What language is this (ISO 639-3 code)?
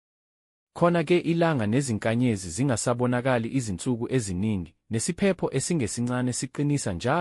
zul